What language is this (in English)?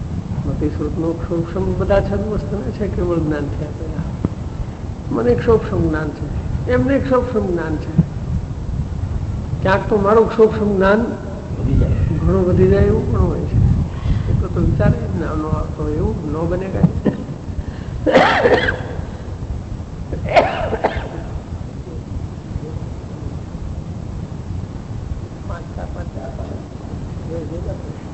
Gujarati